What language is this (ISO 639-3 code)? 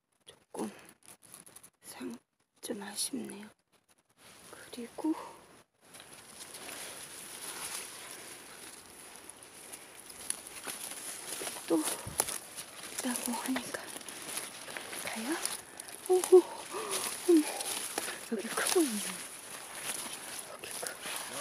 kor